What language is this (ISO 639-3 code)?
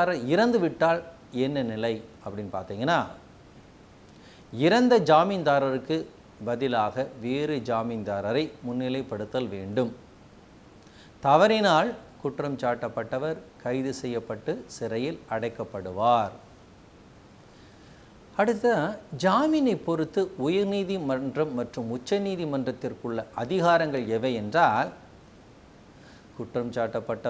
tam